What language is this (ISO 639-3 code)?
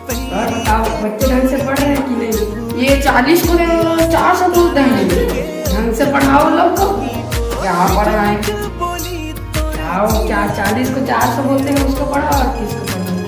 hne